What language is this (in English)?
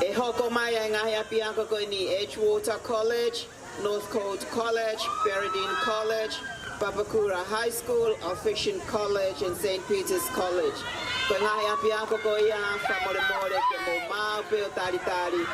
Tongan